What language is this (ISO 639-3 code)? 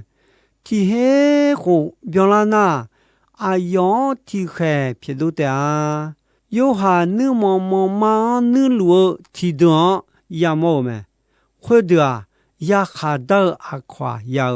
ahk